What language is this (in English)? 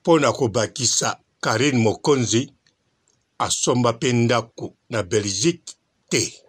Lingala